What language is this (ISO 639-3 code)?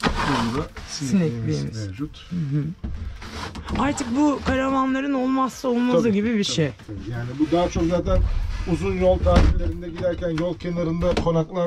tur